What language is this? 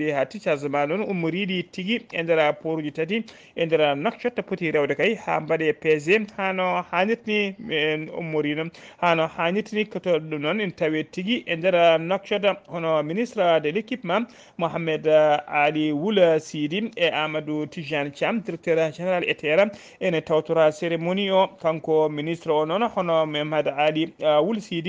Fula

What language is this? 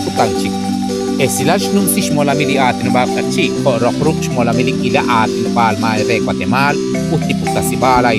Kekchí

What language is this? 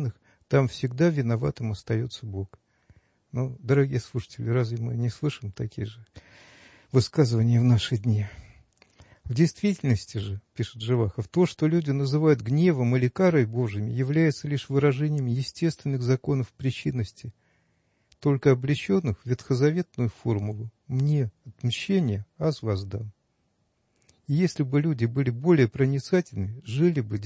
Russian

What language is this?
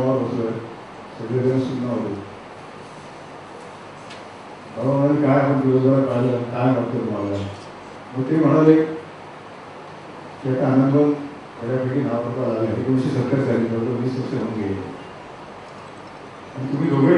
Marathi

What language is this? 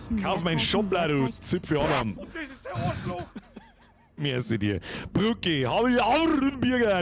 Bavarian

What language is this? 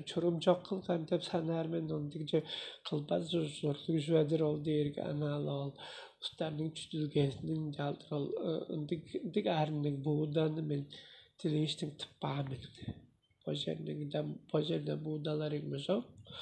Tuvinian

